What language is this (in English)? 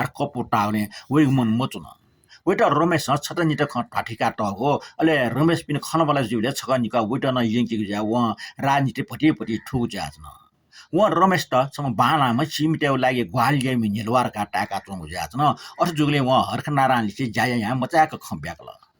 Newari